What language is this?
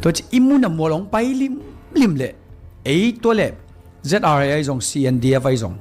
Tedim Chin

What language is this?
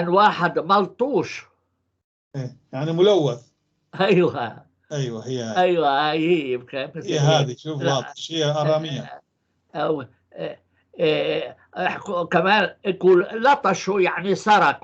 North Levantine Arabic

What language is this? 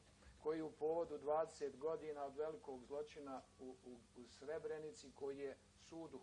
Bosnian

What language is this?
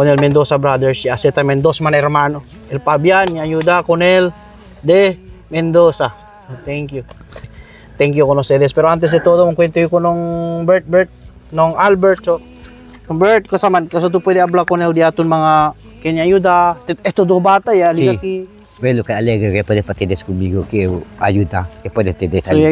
Chavacano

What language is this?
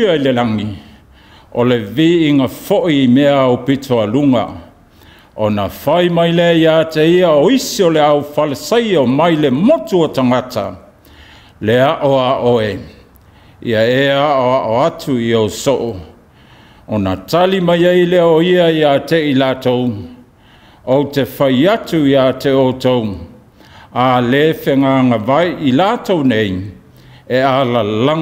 Samoan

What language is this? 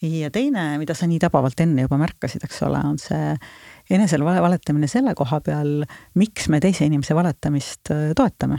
Estonian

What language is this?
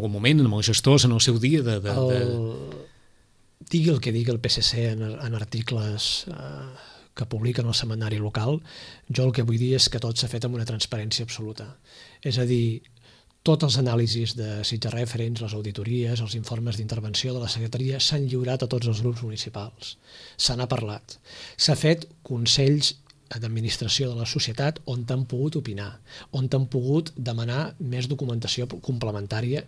Catalan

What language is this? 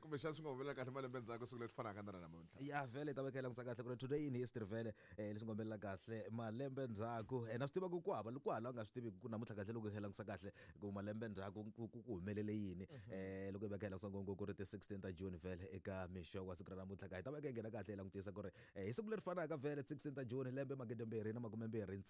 Tsonga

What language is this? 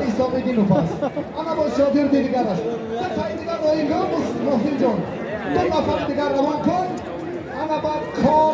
Tajik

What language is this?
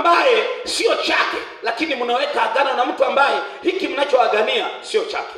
Swahili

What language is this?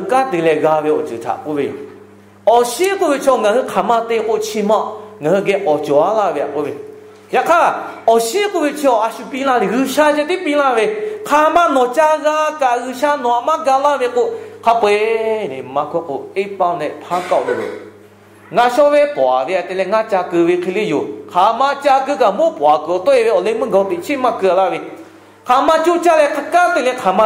Lahu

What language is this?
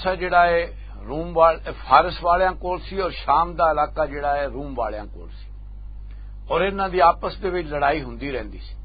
Western Panjabi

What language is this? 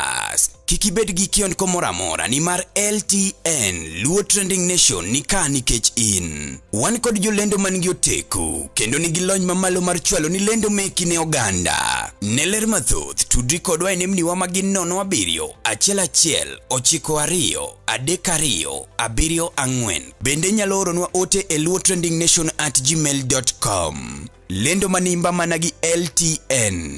Luo (Kenya and Tanzania)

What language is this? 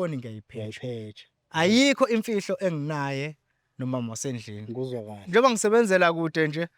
Zulu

